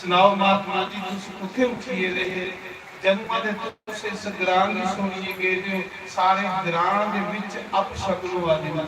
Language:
Dogri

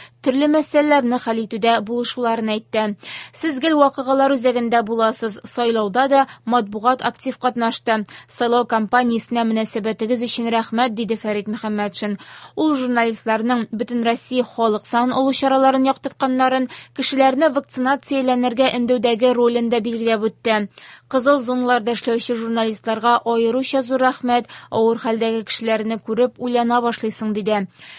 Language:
Tatar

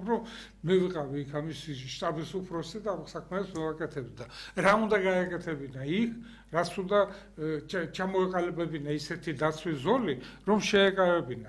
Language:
Georgian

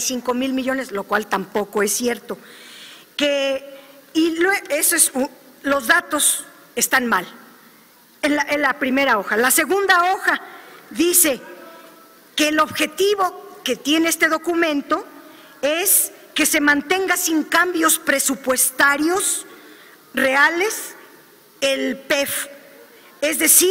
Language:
Spanish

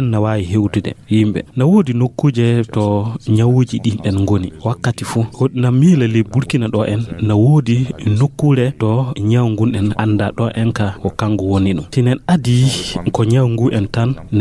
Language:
Fula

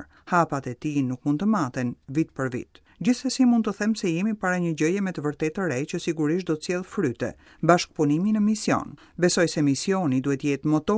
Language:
Albanian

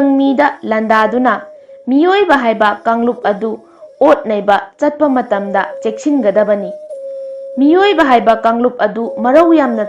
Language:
Manipuri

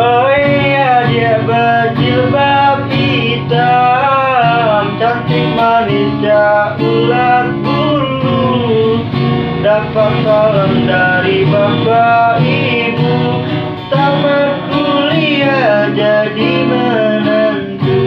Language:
Minangkabau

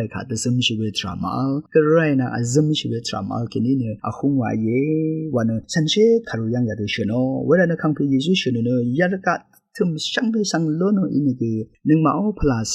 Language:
Rawang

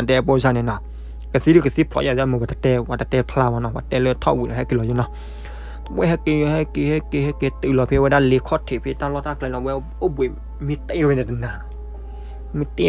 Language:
S'gaw Karen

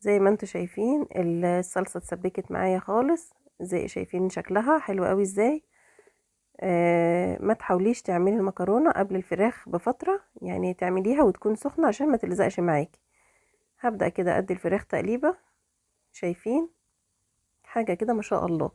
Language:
Egyptian Arabic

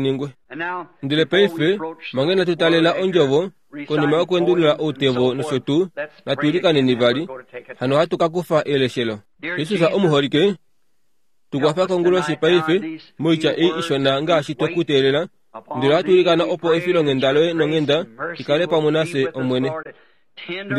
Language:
Kuanyama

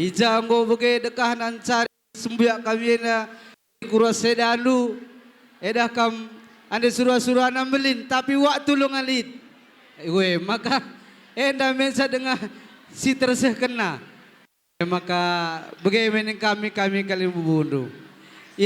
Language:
Batak Karo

